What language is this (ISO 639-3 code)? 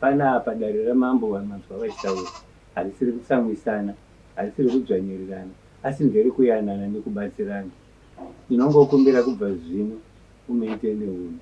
sna